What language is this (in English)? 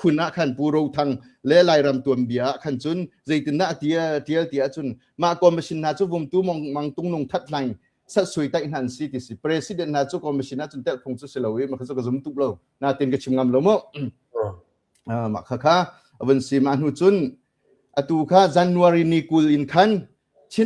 Hakha Chin